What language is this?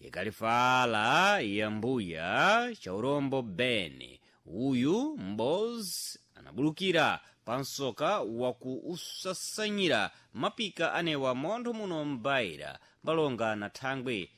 Sena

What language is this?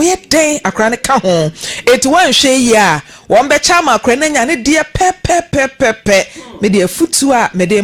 Akan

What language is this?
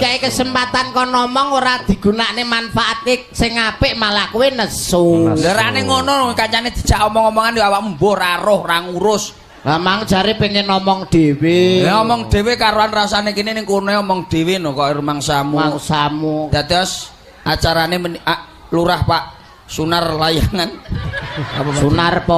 Javanese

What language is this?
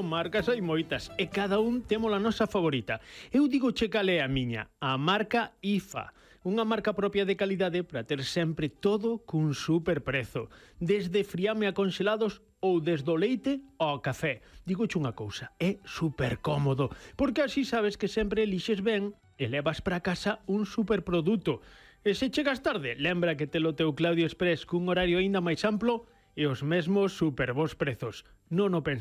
Galician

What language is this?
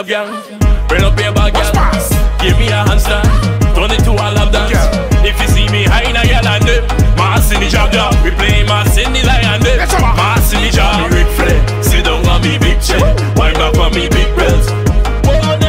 English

